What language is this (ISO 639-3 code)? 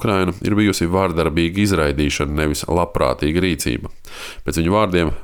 lav